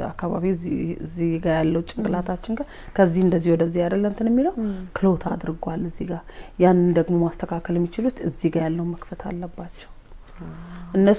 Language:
Amharic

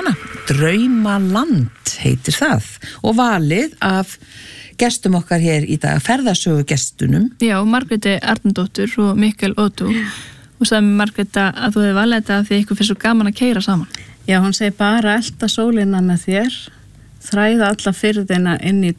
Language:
Icelandic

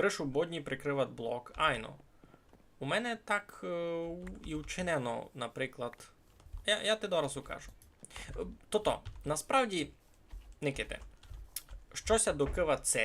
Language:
Rusyn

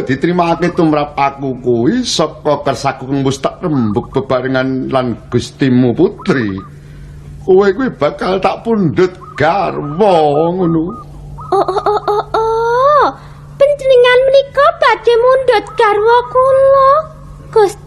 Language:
Javanese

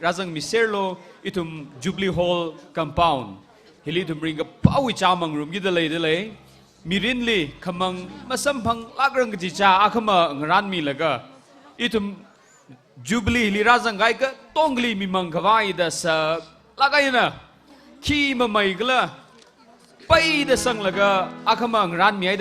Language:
Tangkhul Naga (India)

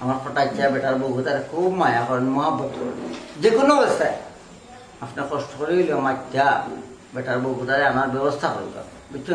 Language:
Sylheti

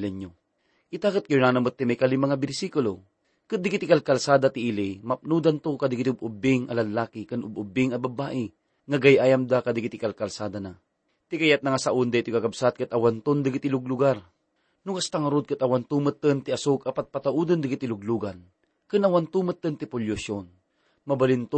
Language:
Iloko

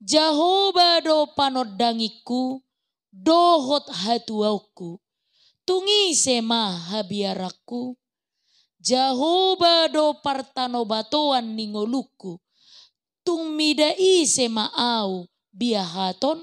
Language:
Batak Toba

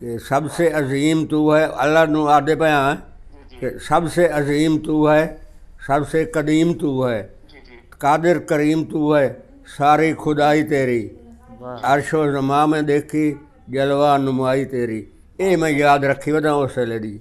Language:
Saraiki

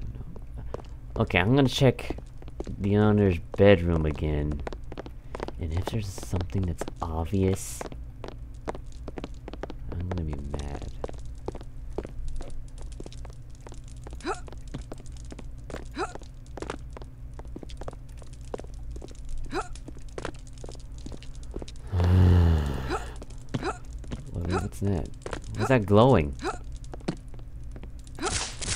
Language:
English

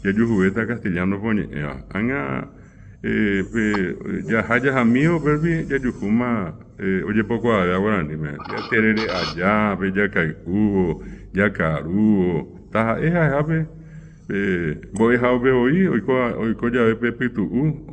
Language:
Guarani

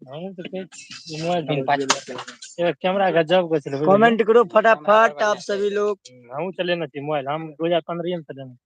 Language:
Maithili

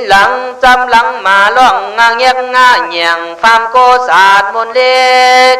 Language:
Khün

